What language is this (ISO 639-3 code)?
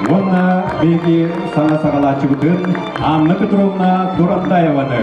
sah